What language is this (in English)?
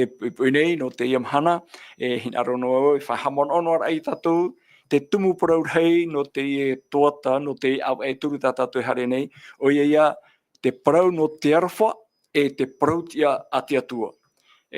Tahitian